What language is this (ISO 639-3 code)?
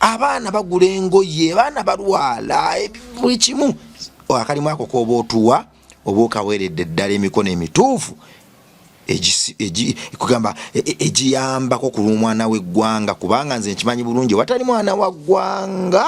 lug